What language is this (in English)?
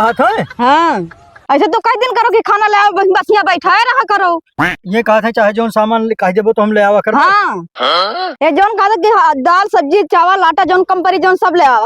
Awadhi